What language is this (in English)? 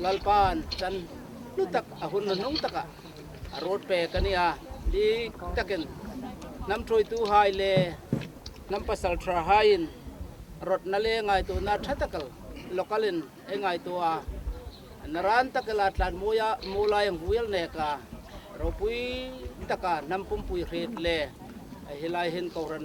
Hmar